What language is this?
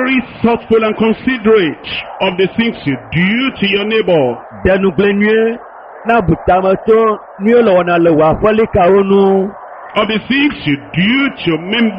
Ewe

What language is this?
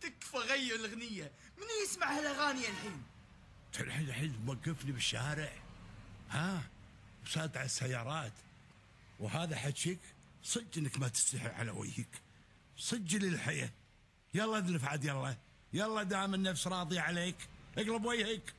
Gulf Arabic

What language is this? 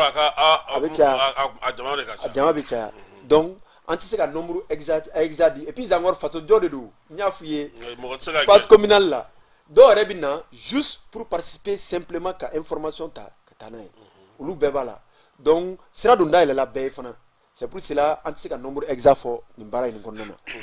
Bambara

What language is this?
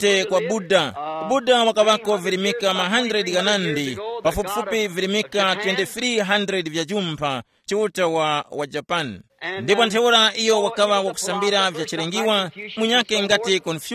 Tumbuka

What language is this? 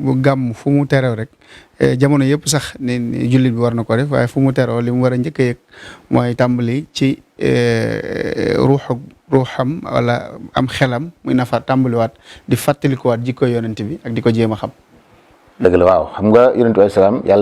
Wolof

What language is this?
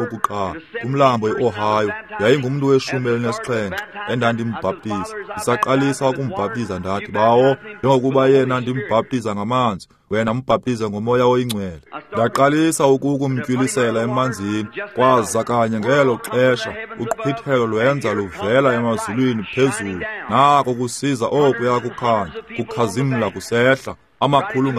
Xhosa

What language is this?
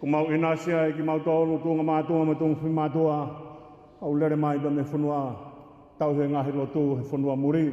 Tongan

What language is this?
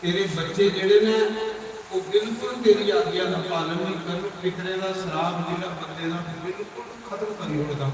Dogri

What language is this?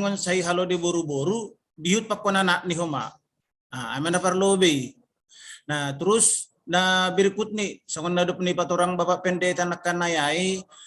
Batak Simalungun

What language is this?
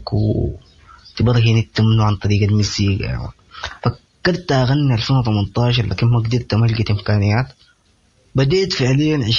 Sudanese Arabic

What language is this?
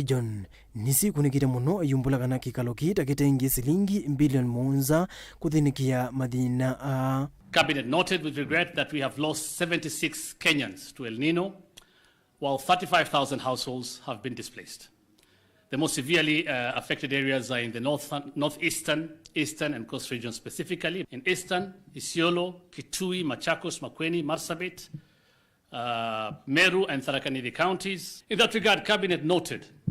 Kamba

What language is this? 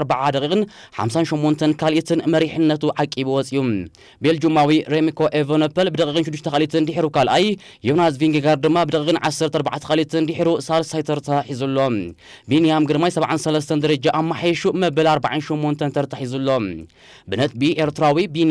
Tigrinya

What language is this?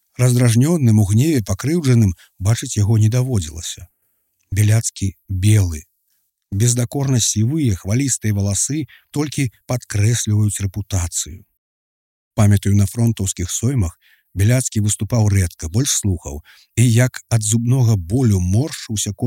Belarusian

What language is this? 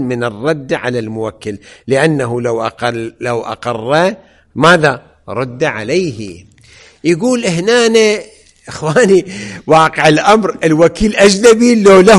Arabic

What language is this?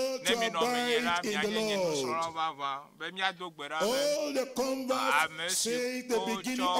Ewe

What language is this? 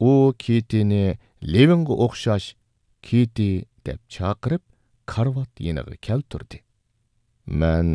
Uyghur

